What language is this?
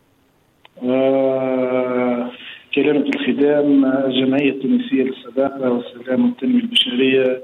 Tunisian Arabic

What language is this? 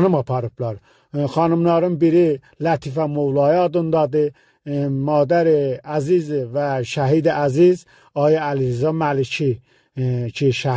South Azerbaijani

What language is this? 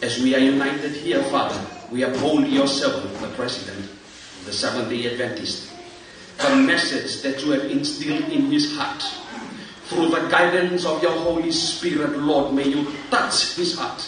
Tongan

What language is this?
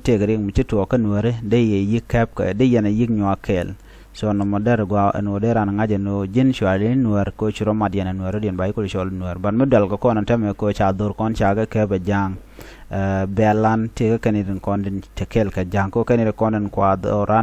Nuer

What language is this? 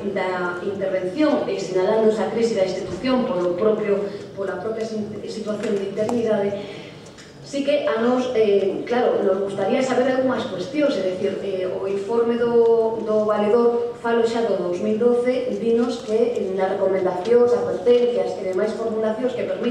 Galician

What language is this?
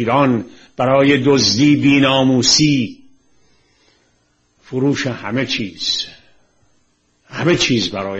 Persian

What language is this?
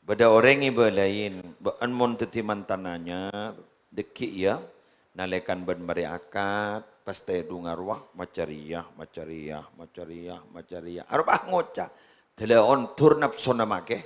Madurese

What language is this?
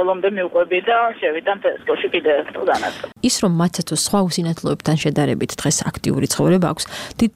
Georgian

